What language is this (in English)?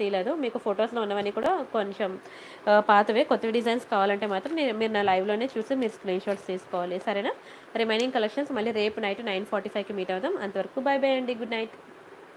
Telugu